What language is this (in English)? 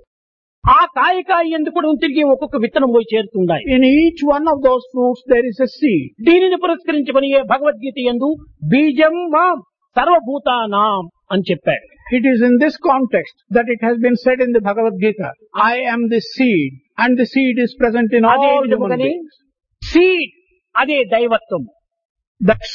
Telugu